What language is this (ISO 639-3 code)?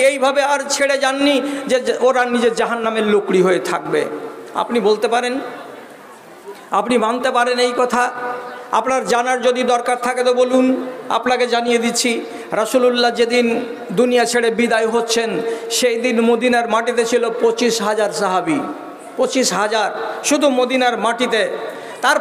ben